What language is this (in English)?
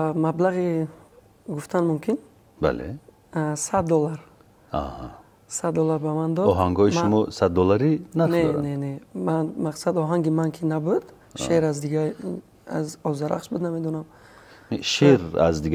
Tajik